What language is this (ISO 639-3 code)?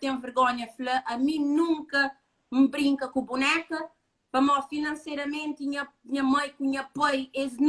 kea